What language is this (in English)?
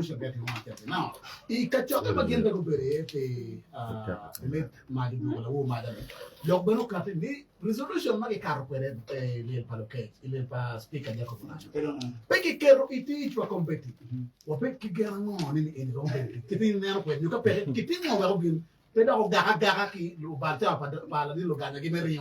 Acoli